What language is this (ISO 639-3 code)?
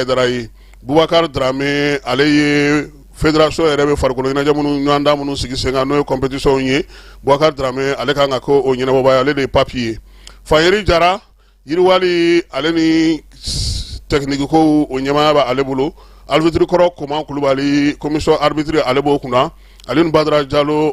bam